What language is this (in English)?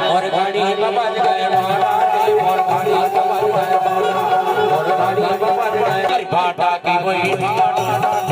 Chhattisgarhi